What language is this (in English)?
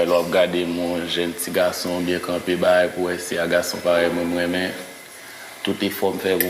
Haitian Creole